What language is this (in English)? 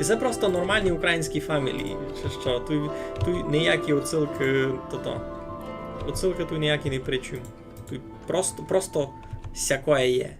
Rusyn